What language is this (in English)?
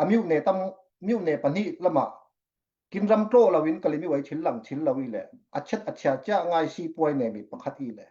Falam Chin